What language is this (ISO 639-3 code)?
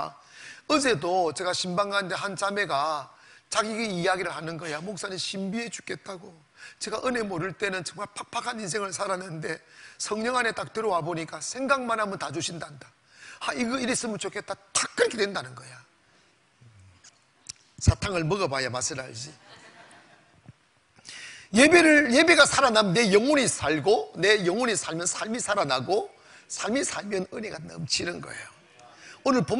kor